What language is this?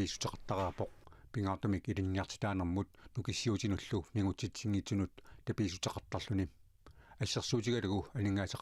Kalaallisut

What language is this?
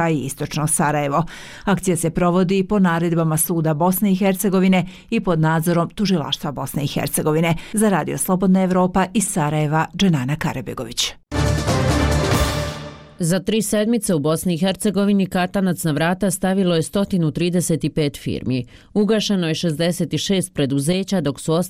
Bosnian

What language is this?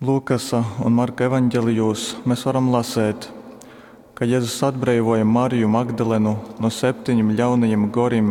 Latgalian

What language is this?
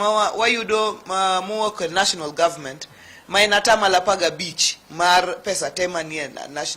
Luo (Kenya and Tanzania)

